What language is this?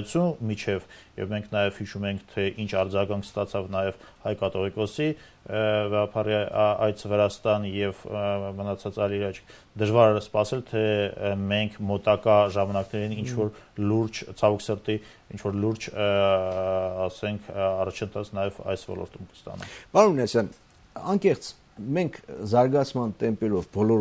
Armenian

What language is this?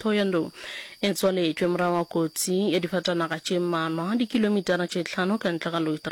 Northern Sotho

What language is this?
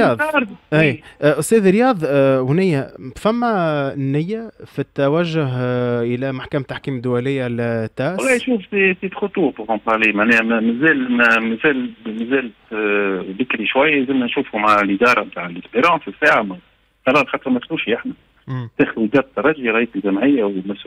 Tunisian Arabic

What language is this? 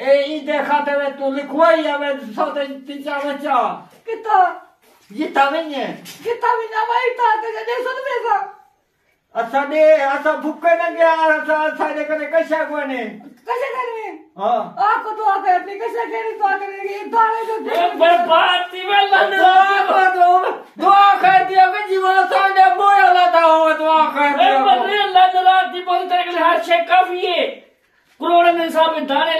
Saraiki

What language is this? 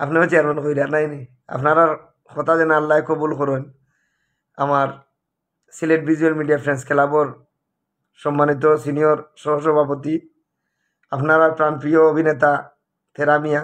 Sylheti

